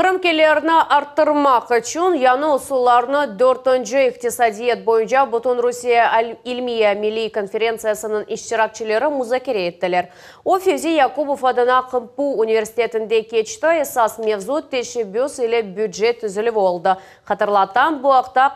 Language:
Crimean Tatar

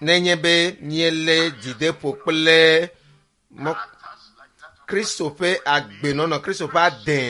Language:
Ewe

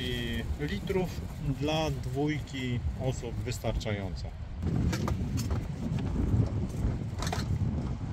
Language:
Polish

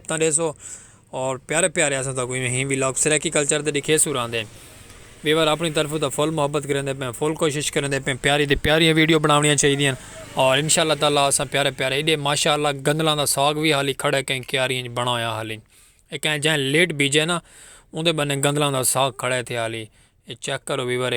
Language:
Saraiki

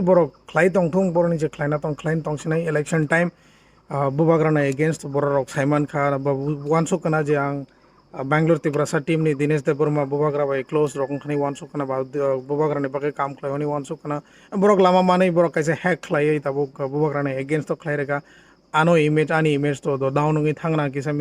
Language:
Kok Borok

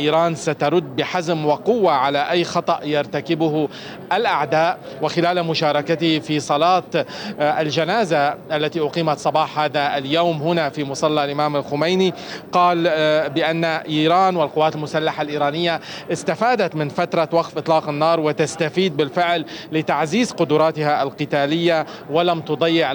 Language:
Arabic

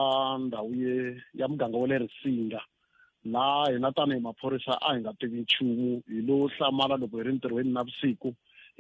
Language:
Tsonga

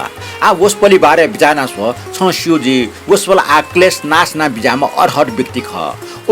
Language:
Newari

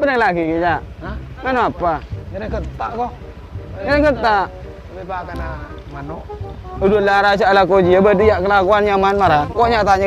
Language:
Madurese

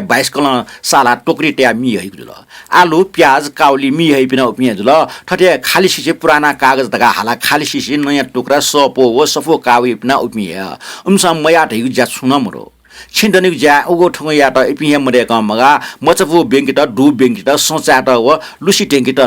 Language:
Newari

